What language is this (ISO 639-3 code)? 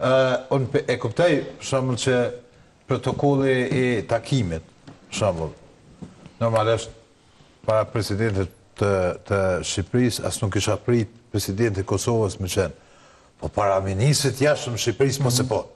sqi